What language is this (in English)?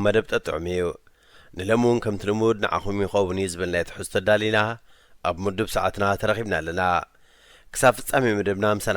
Tigrinya